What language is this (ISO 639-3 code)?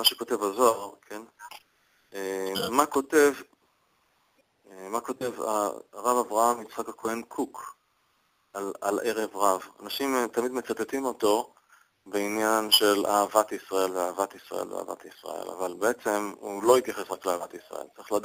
heb